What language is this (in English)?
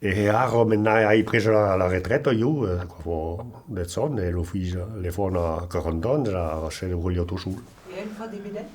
Occitan